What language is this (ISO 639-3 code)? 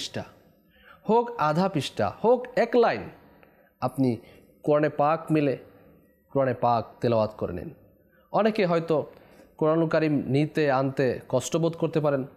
ben